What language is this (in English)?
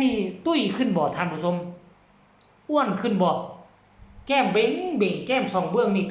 Northeastern Thai